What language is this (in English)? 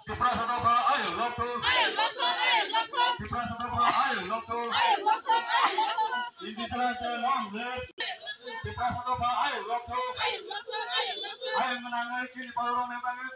Kok Borok